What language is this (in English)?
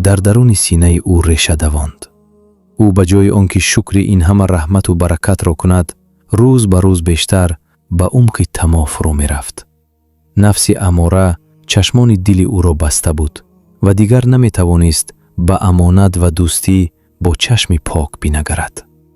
Tajik